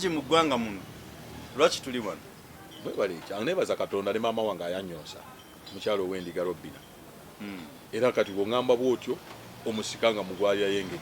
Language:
Ganda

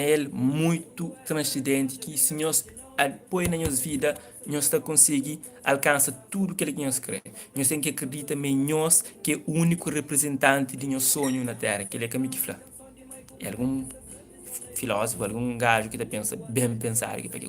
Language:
Kabuverdianu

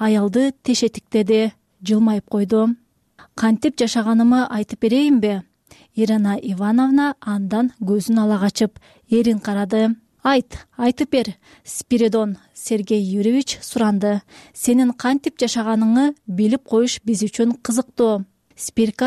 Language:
Kyrgyz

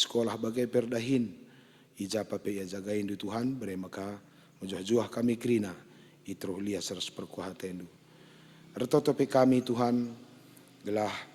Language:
Batak Karo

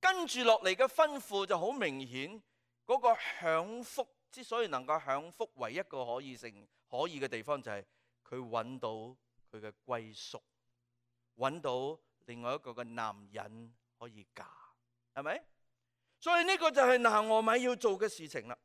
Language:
Cantonese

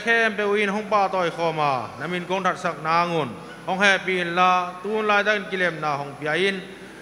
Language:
Tedim Chin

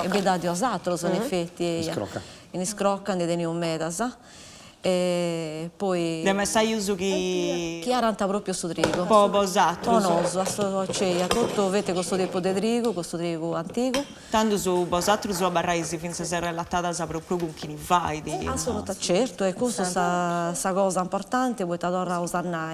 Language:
Sardinian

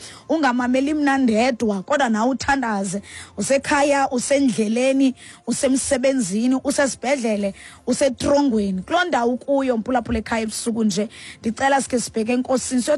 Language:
Xhosa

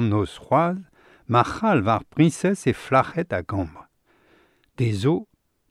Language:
Breton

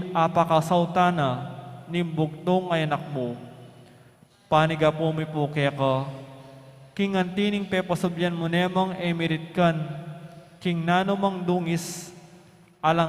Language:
Pampanga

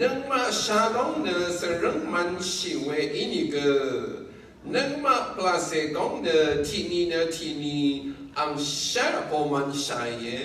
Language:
Rawang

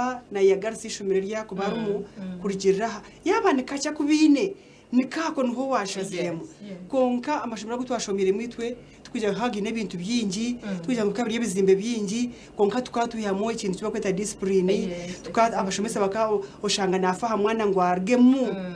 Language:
Nyankole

